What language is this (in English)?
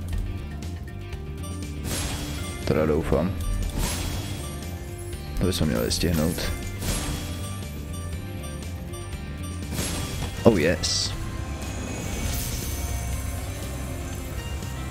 Czech